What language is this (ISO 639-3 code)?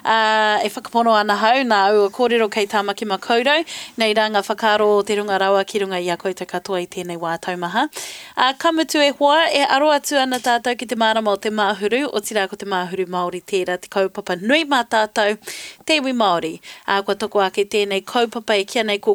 mri